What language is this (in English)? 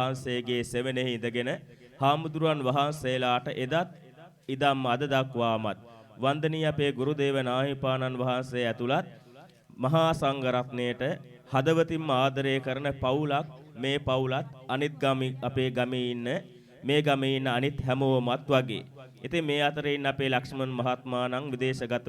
Sinhala